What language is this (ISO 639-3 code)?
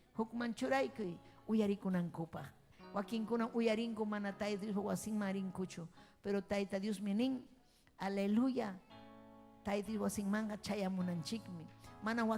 quy